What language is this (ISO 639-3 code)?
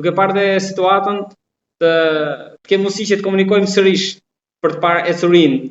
sqi